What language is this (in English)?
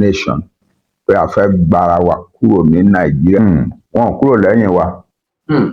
Yoruba